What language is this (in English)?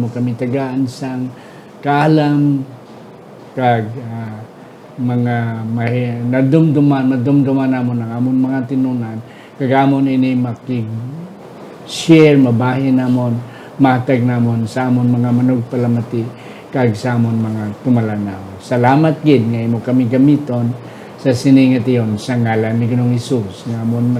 Hiligaynon